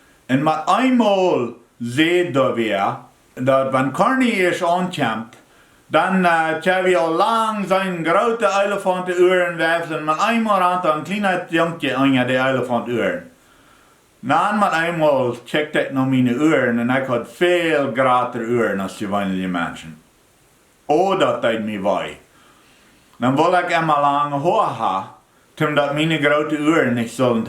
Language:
Plautdietsch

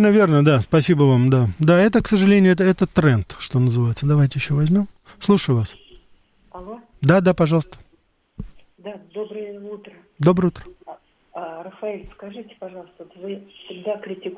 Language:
Russian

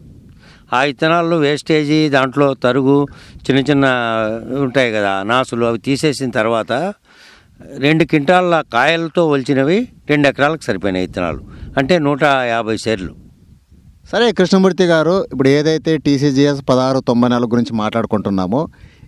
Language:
Telugu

